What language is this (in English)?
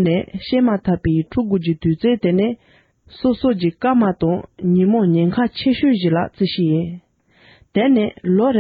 Tibetan